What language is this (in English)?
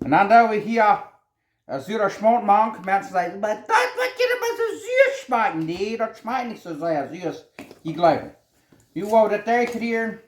Plautdietsch